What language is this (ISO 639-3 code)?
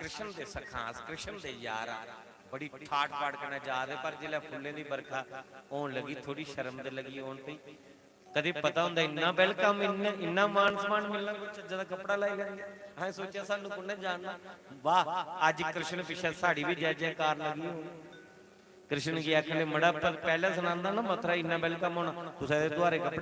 doi